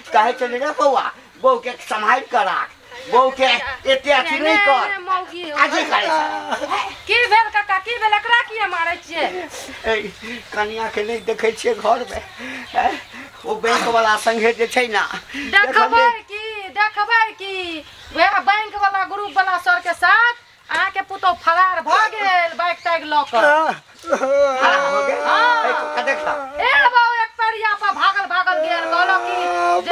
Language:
Maithili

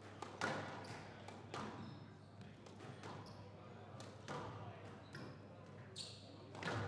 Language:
Finnish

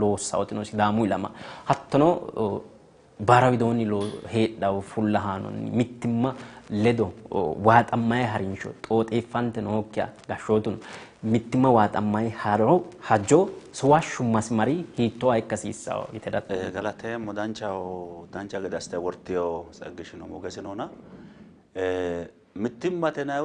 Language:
Sidamo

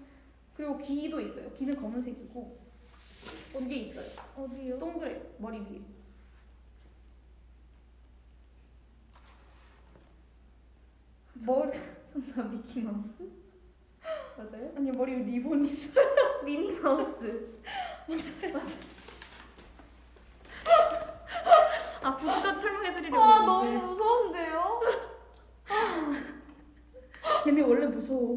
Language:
Korean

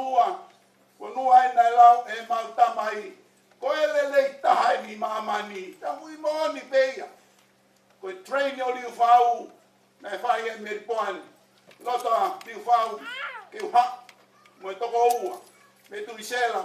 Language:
Tongan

